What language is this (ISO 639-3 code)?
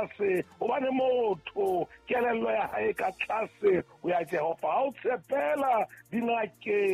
sot